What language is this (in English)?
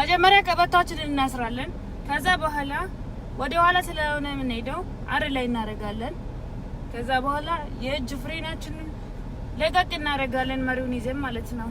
Amharic